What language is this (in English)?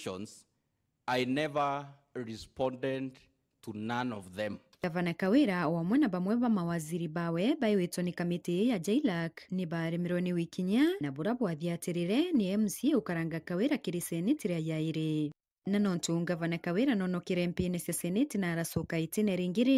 Meru